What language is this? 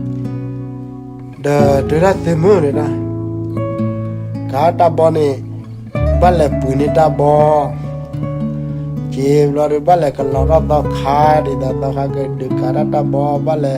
S'gaw Karen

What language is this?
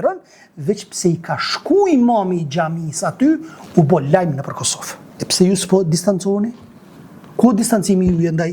Albanian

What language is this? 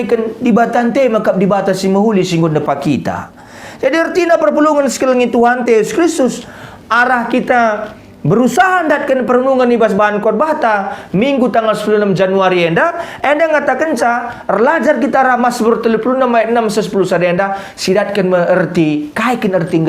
Batak Karo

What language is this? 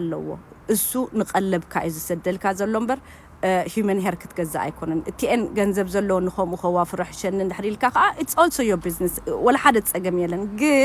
Tigrinya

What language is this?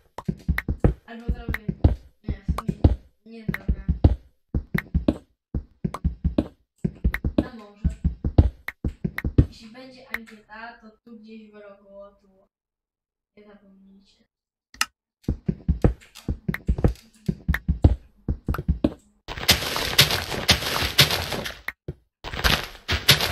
Polish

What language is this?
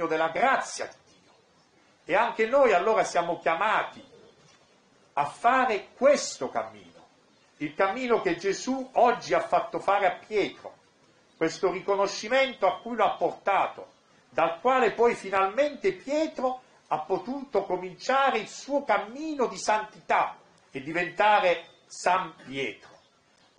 Italian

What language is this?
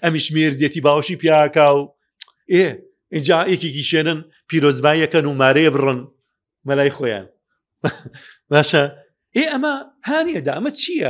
Central Kurdish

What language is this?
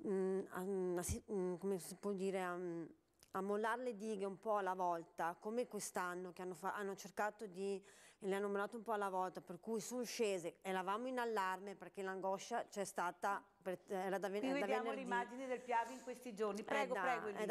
Italian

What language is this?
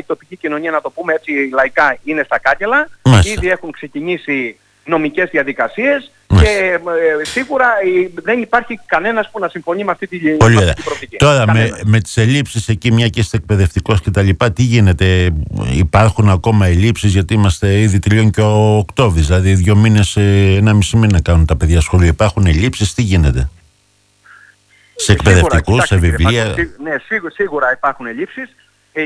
Greek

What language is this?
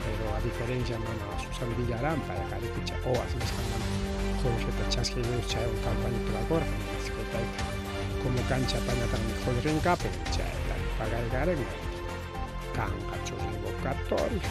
Ayacucho Quechua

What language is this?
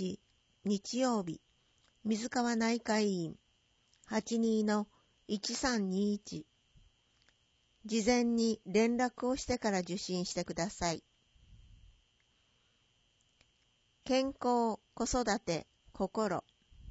Japanese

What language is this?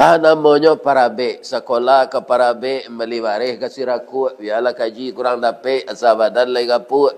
Minangkabau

